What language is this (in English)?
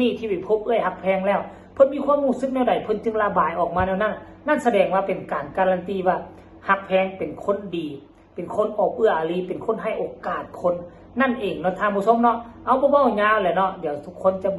Lao